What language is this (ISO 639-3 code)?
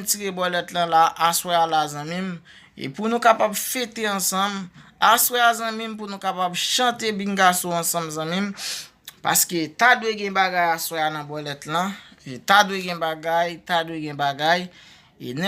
hat